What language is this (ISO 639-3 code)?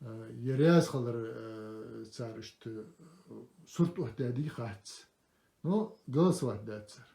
inh